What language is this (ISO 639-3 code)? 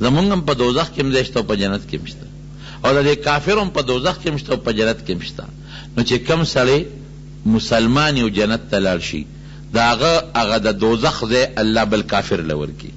pus